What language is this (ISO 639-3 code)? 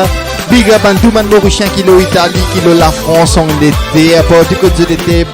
mfe